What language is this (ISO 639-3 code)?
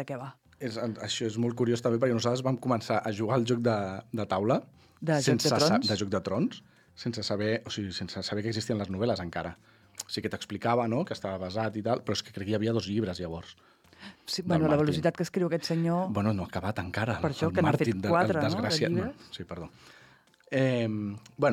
cat